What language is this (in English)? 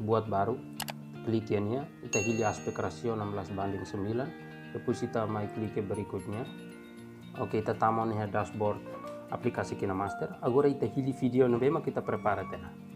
Tetum